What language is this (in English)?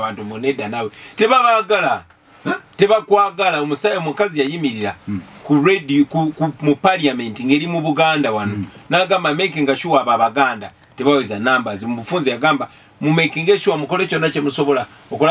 Ganda